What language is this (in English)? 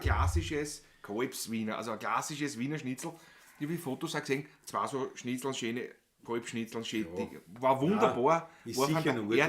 Bavarian